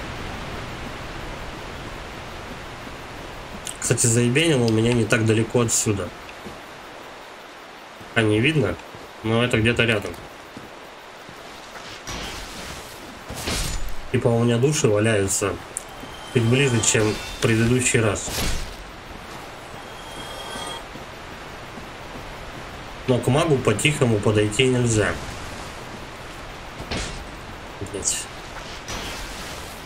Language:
Russian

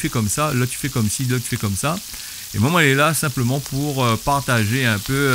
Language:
Réunion Creole French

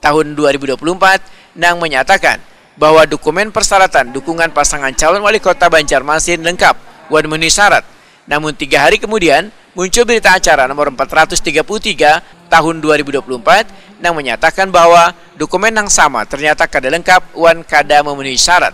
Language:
Banjar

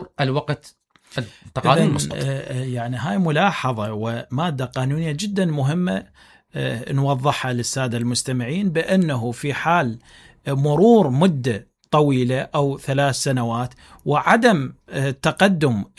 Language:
Mesopotamian Arabic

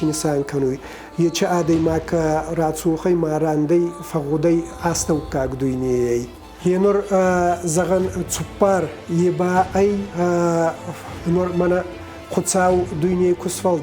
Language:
Ossetic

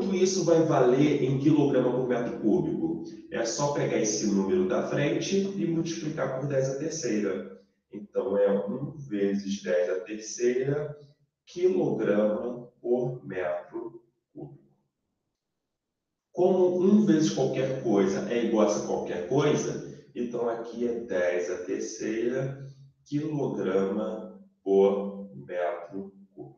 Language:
Portuguese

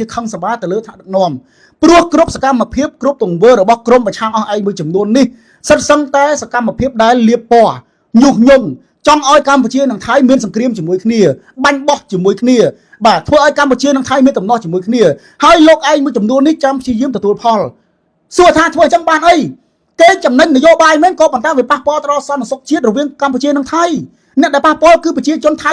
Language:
Khmer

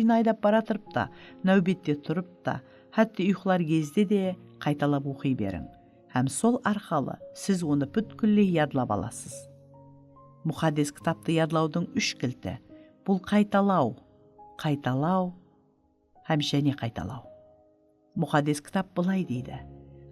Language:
Kara-Kalpak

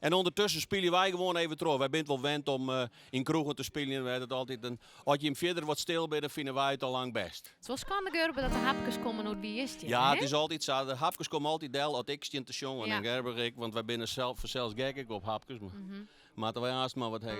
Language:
Western Frisian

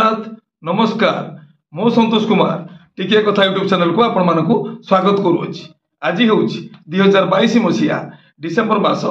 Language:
Odia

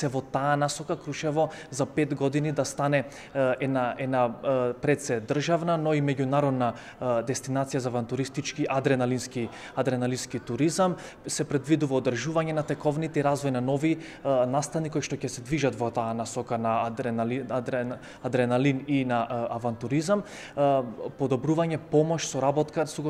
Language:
Macedonian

